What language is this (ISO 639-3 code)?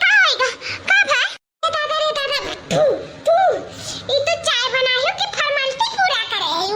awa